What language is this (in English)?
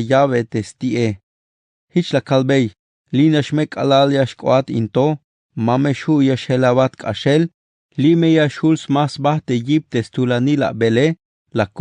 Tzeltal